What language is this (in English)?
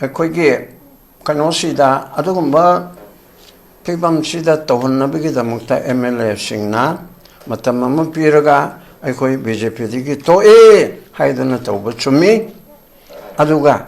Manipuri